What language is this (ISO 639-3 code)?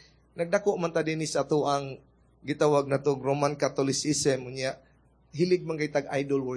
ceb